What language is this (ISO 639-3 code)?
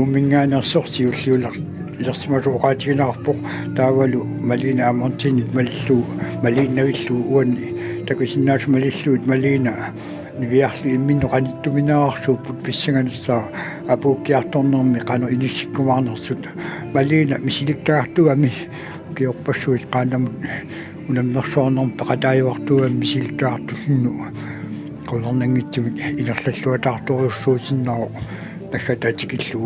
kal